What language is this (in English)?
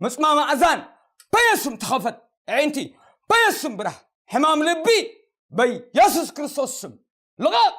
Tigrinya